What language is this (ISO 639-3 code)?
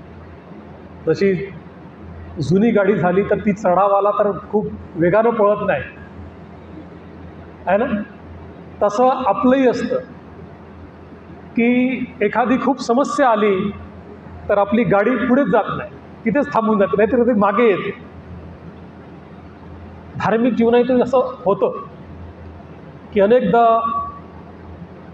mar